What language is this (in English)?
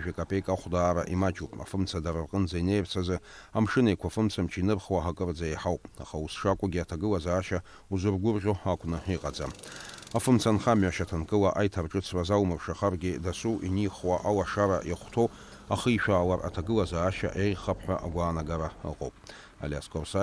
Abkhazian